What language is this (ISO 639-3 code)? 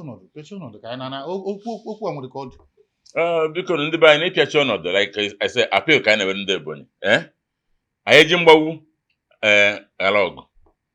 ibo